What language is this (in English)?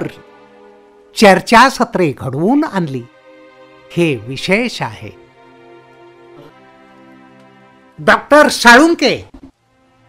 Marathi